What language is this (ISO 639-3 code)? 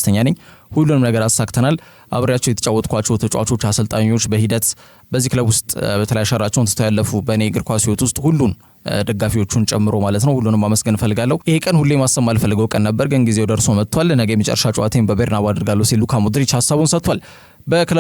amh